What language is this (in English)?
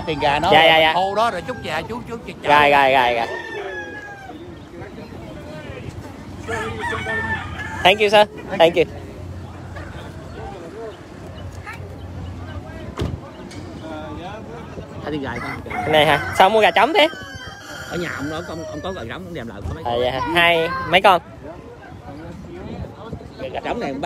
Vietnamese